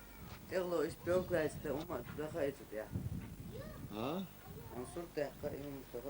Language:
Chechen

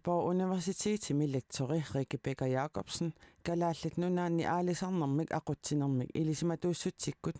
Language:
Kalaallisut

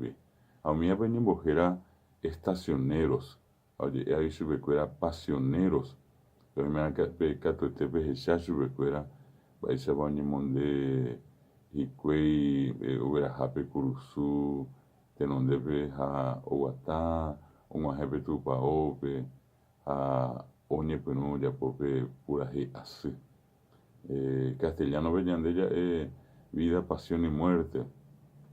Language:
Guarani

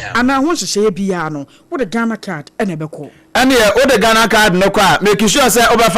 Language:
Akan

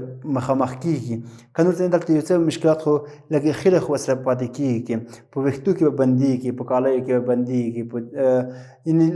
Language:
Pashto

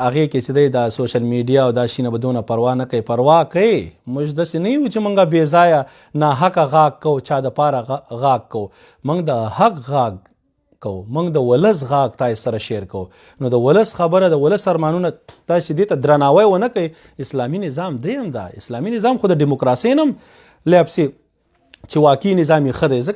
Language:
Pashto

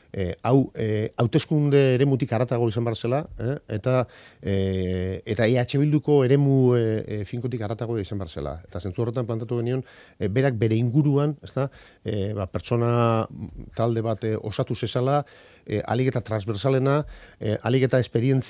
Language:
Basque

